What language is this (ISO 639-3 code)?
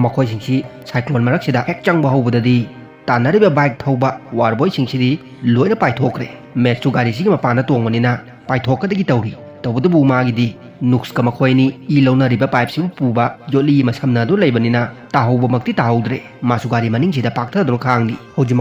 mni